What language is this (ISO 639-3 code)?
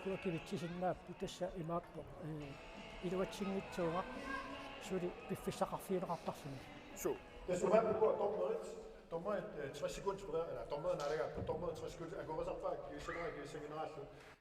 kal